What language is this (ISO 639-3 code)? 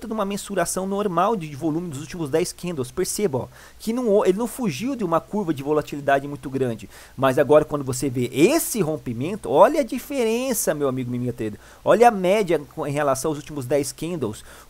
por